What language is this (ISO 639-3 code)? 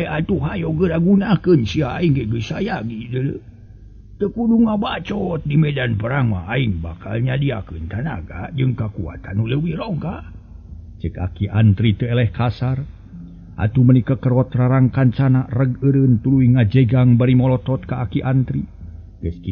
sun